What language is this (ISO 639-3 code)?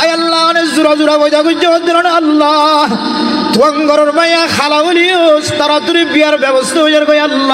rhg